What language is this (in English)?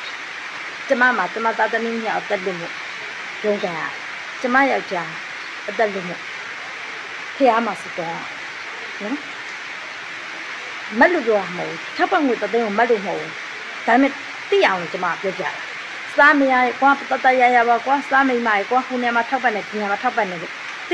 Burmese